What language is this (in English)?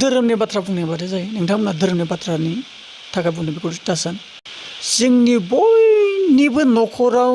Bodo